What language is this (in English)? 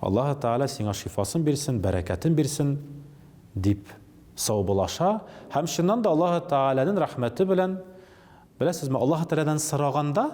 Tatar